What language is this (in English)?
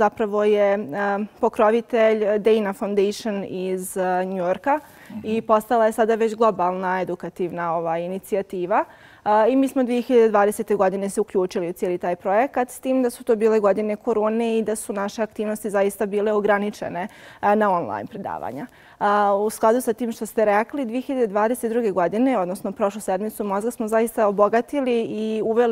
Bosnian